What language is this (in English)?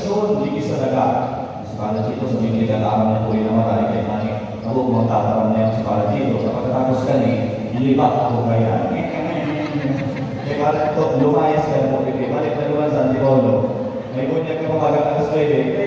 Bikol